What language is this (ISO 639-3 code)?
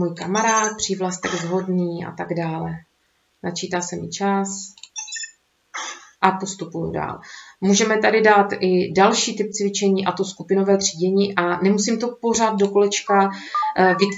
ces